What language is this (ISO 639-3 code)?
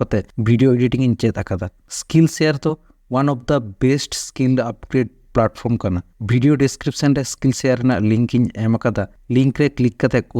sat